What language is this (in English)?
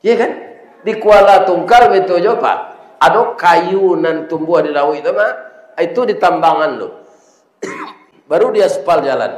Minangkabau